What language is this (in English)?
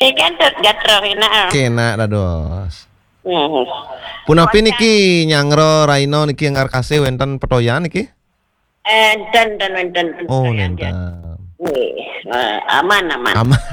Balinese